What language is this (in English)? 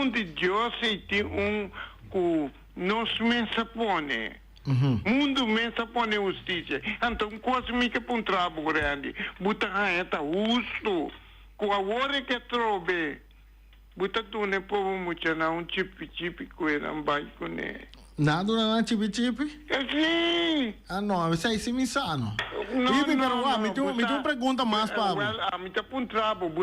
Papiamento